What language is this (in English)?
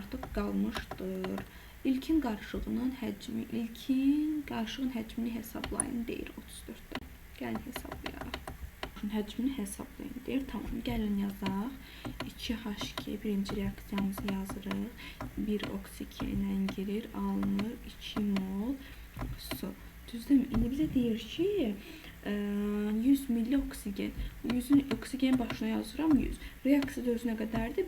Azerbaijani